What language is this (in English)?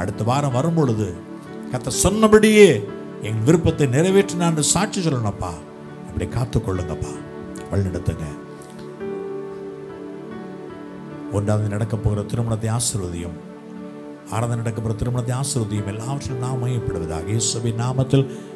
Tamil